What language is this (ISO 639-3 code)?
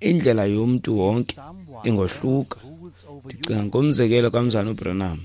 xho